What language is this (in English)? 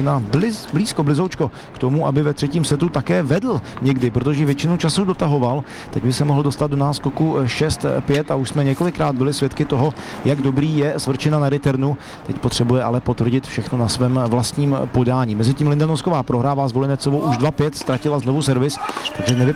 Czech